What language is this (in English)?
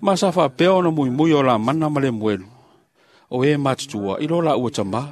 Samoan